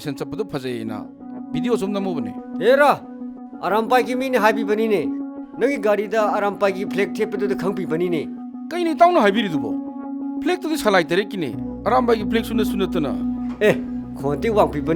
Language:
Manipuri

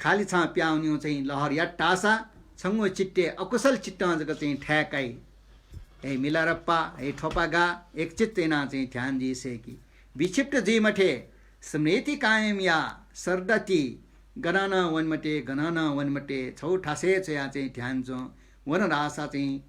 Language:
Newari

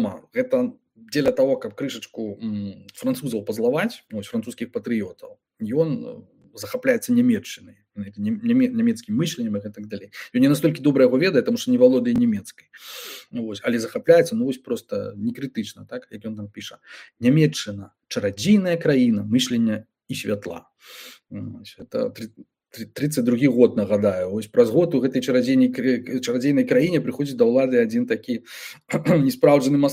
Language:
Belarusian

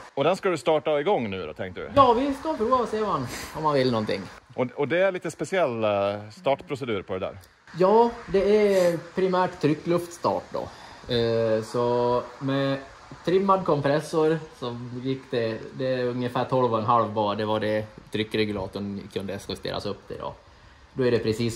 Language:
Swedish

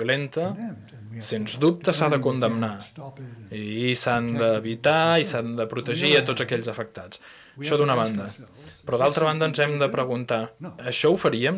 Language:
Catalan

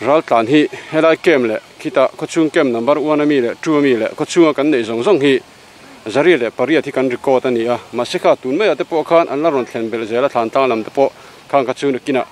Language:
Mizo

